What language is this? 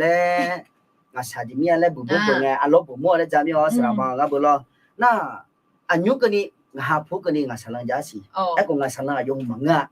Akha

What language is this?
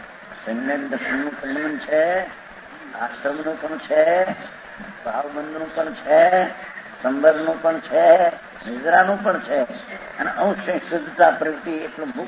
Gujarati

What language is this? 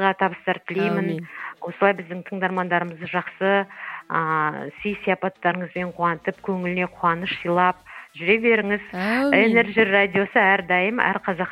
Kazakh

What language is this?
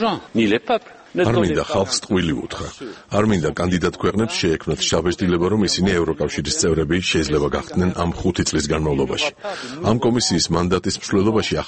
Georgian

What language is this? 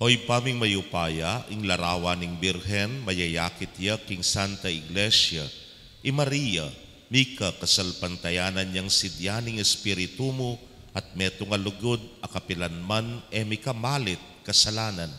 Pampanga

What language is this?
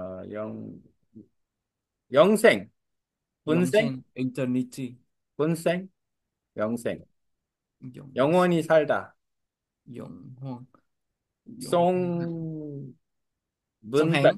Korean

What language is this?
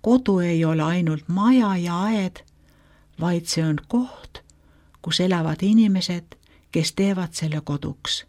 Estonian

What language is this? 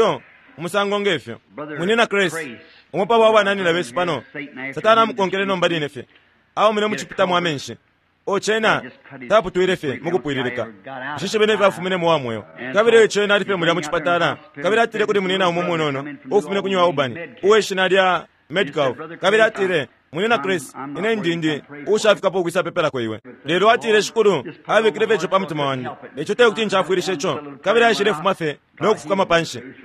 Bemba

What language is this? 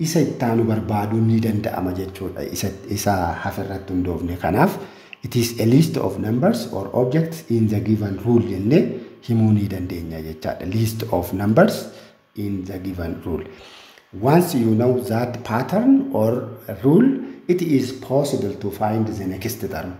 Oromo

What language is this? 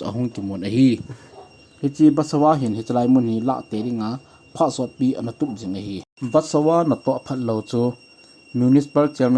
Thado Chin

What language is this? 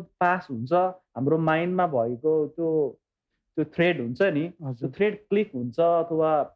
Nepali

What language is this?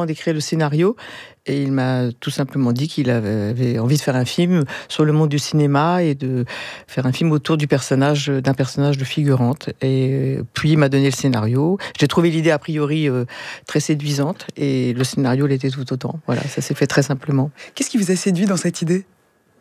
French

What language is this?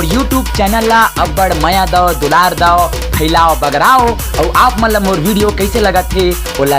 Chhattisgarhi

